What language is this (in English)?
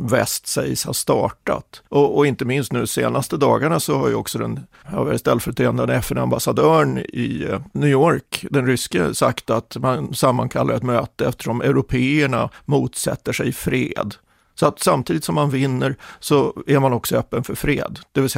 Swedish